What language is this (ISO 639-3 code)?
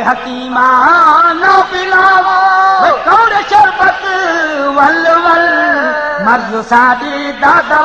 skr